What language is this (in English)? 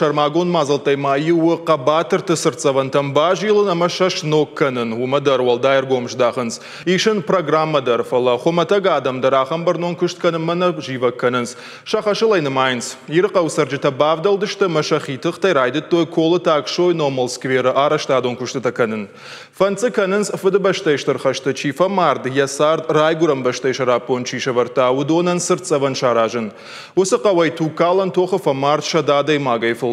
Ossetic